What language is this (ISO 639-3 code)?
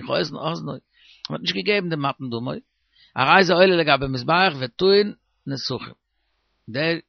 yid